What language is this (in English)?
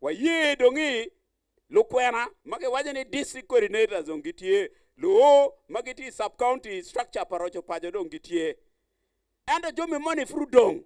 Acoli